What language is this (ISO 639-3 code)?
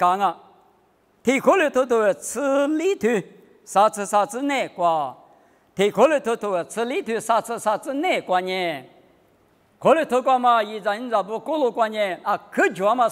lis